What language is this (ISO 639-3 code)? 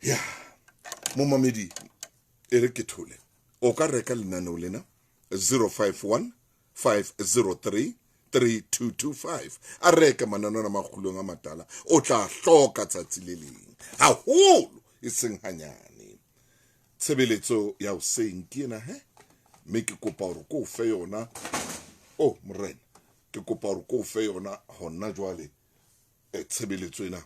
sot